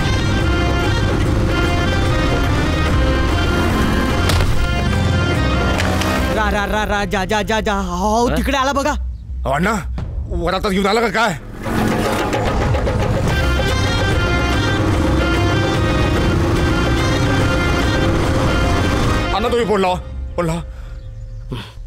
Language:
Marathi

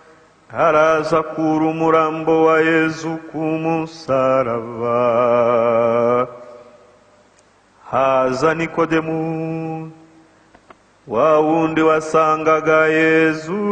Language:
Kinyarwanda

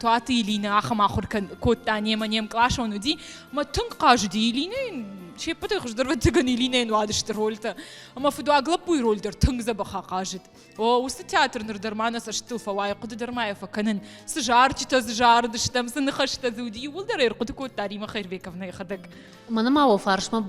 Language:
Ossetic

